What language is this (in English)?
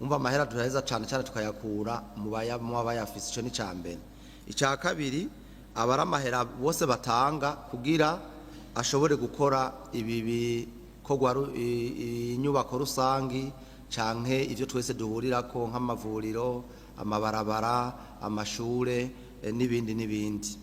Rundi